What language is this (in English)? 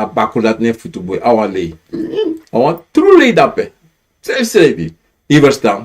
Sranan Tongo